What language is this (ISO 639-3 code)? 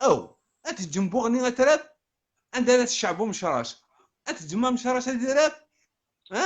kab